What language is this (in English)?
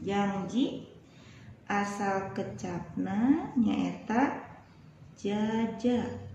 Sundanese